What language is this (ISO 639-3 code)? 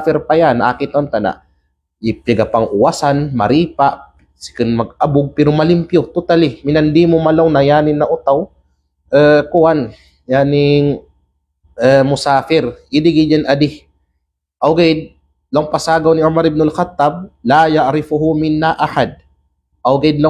kqe